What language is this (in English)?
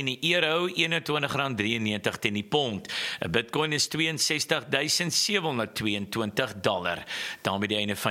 Afrikaans